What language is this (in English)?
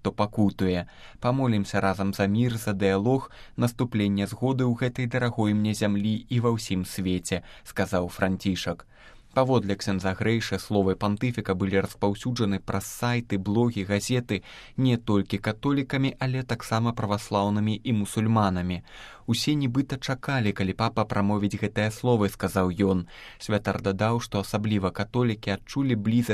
Belarusian